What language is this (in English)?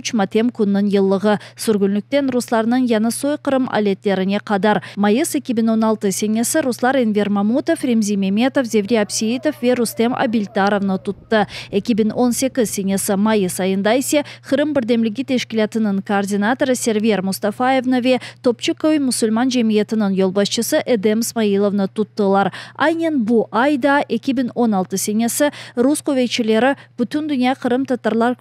Crimean Tatar